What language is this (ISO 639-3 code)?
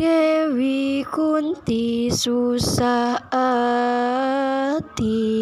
jav